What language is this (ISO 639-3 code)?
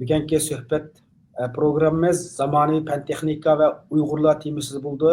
uig